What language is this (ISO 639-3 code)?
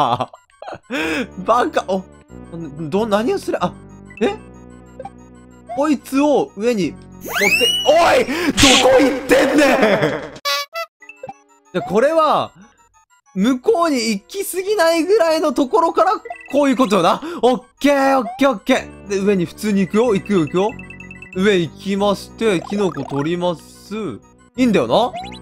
jpn